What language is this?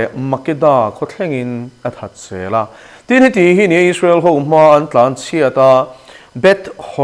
Mizo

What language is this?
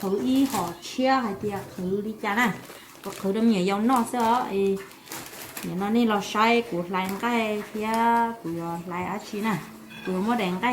Hmong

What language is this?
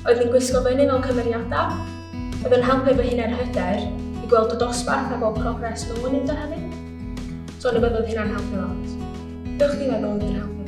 Welsh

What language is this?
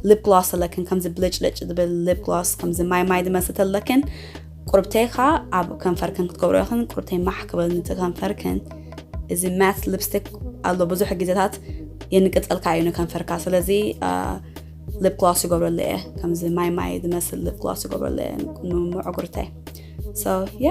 Tigrinya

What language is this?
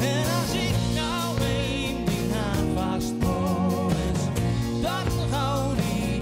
Gronings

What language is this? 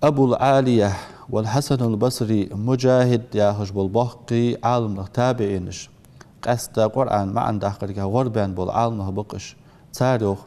Ingush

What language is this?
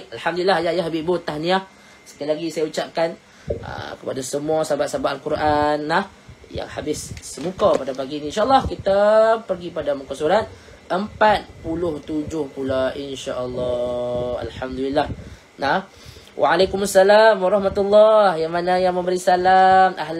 Malay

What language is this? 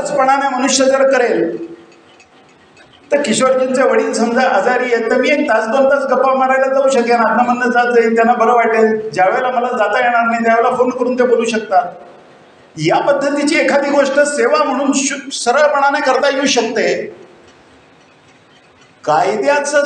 Marathi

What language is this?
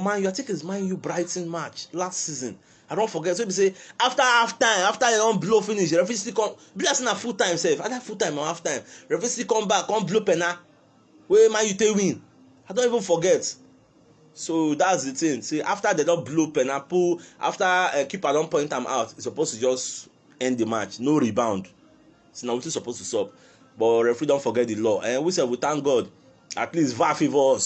Nigerian Pidgin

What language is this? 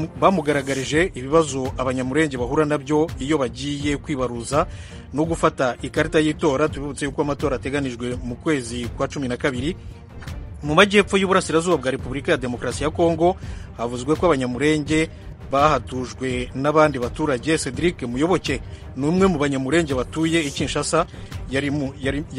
Kinyarwanda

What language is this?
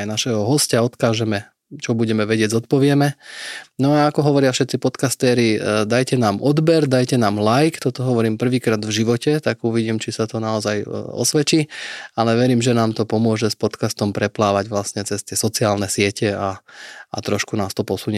Slovak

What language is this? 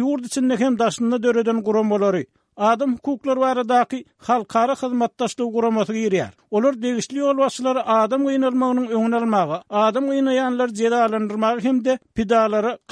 Turkmen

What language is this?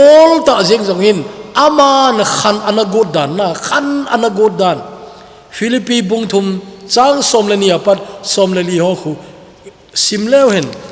Thado Chin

